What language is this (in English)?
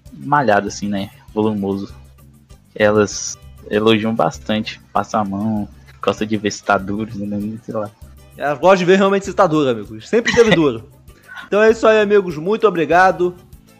Portuguese